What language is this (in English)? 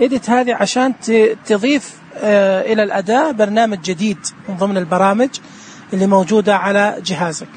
Najdi Arabic